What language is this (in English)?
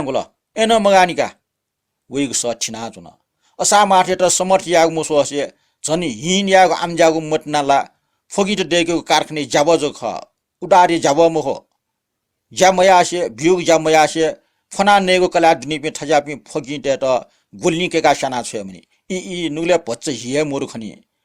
Newari